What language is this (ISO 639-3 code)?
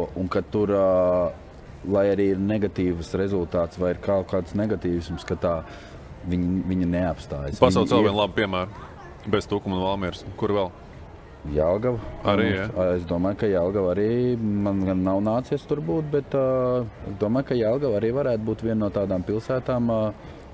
lav